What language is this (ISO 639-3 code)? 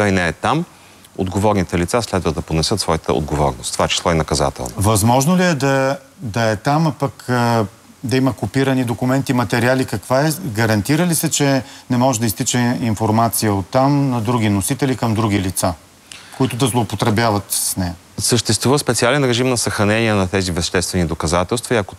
bul